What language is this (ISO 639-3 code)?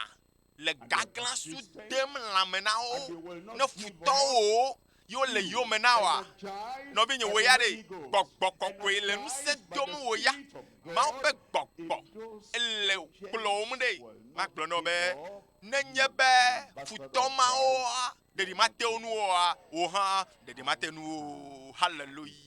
ewe